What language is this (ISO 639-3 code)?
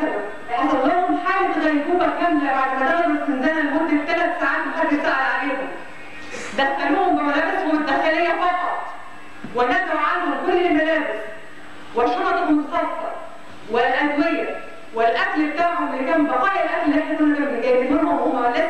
arz